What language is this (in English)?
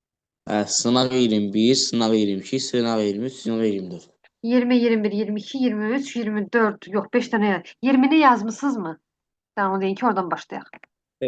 Azerbaijani